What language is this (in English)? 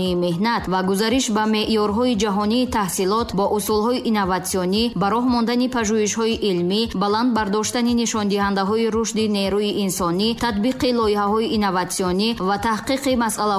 Tajik